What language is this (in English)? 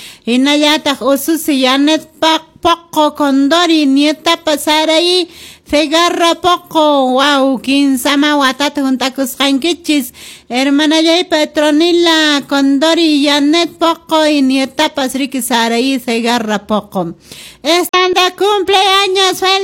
Quechua